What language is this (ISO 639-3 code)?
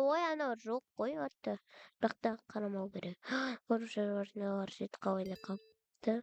kaz